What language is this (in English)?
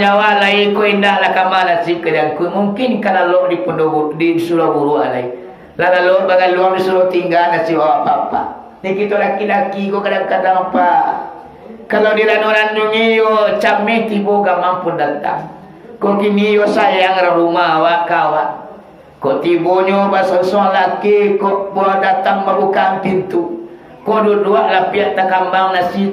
Minangkabau